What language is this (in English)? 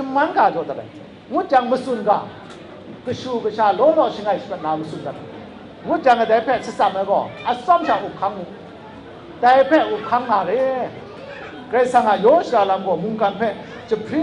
Kachin